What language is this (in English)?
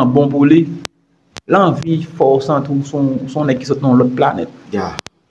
Haitian Creole